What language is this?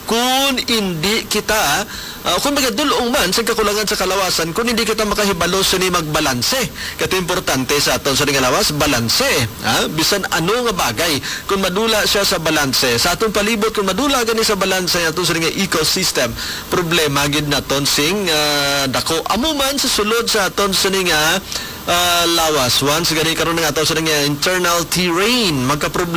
Hiligaynon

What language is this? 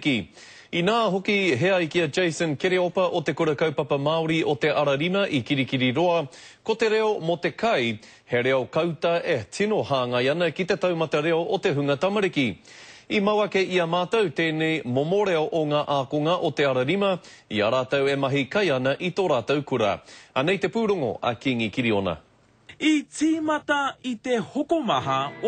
Māori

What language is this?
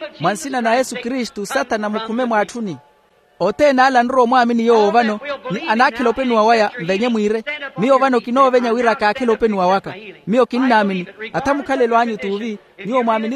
Makhuwa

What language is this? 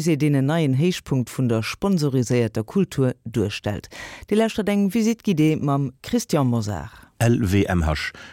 Luxembourgish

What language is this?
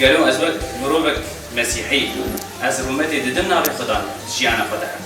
Kurdish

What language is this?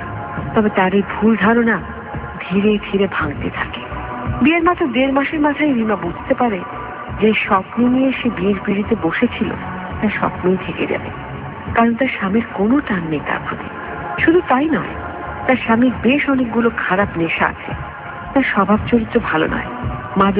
Bangla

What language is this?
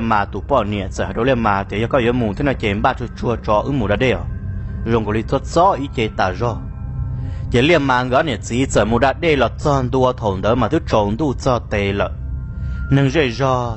Hmong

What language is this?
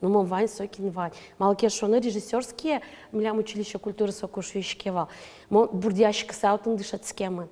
Udmurt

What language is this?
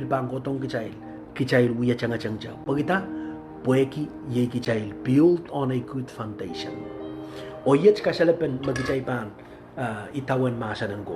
Pohnpeian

